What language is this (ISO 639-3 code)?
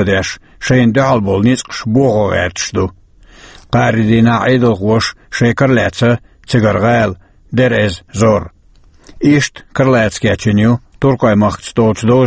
che